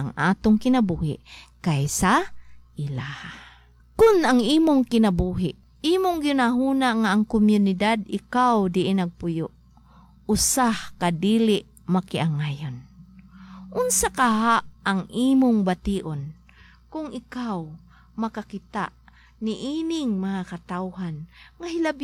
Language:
Cebuano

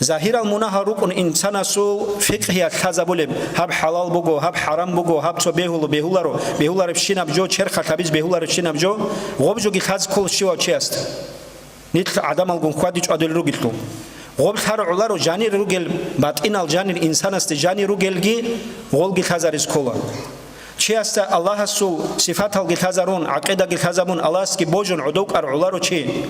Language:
Avaric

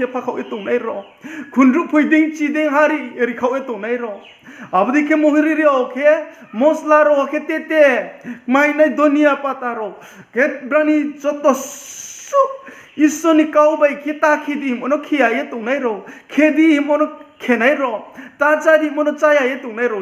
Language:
Riang (India)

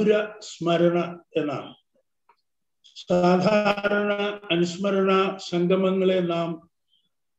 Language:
Malayalam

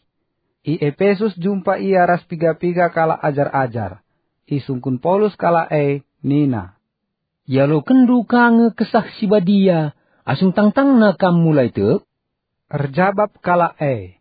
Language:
Batak Karo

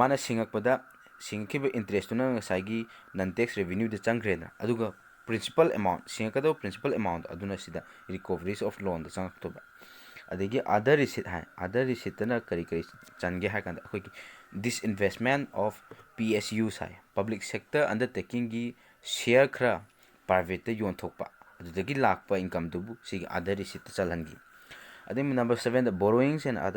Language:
Manipuri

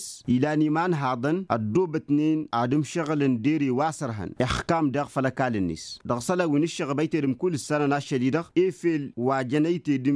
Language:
Tamasheq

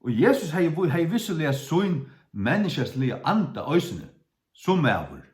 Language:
Faroese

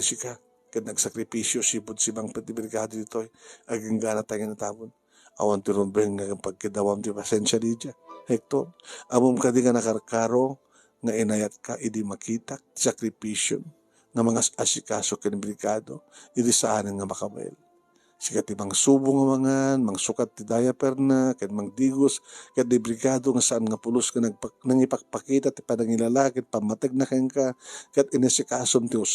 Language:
Iloko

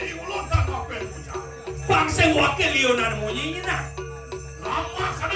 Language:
Balinese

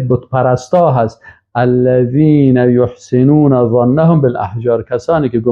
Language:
Persian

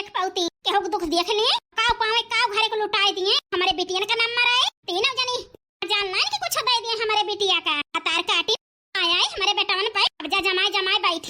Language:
Awadhi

